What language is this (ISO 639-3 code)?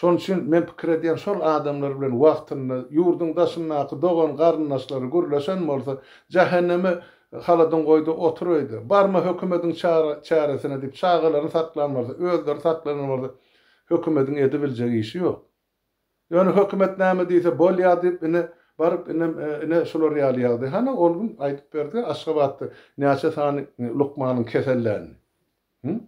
tuk